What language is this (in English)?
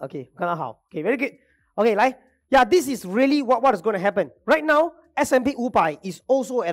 Chinese